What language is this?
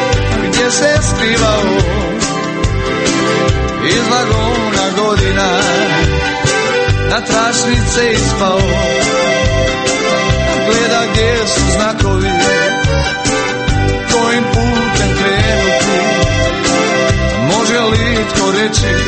Croatian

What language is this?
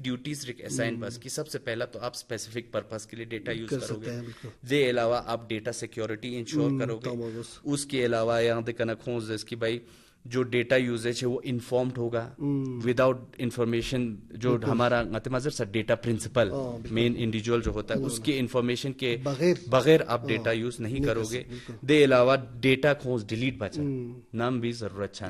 Urdu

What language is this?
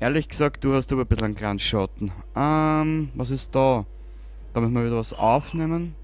Bavarian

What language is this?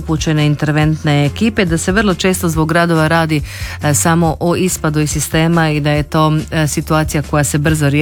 Croatian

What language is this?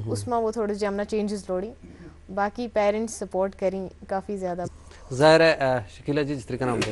Gujari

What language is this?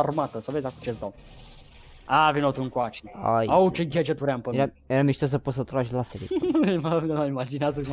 Romanian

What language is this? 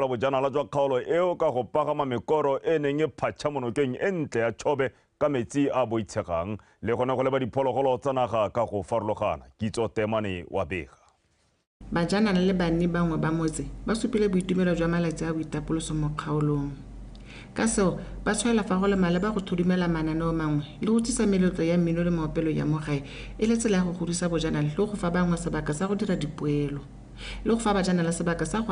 Tswana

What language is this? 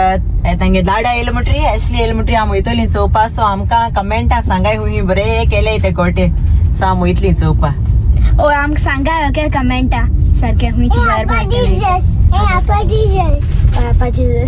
Konkani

